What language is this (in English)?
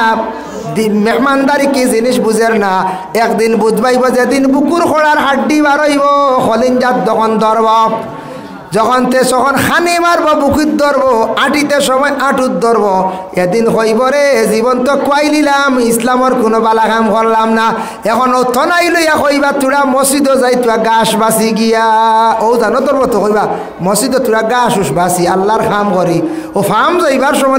Sylheti